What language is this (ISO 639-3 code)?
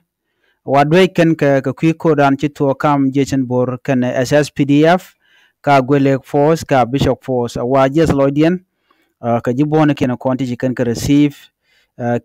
nus